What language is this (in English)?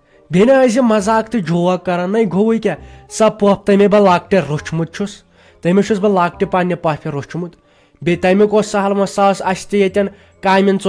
Kashmiri